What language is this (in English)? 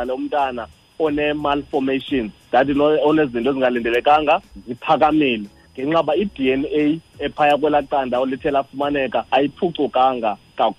Xhosa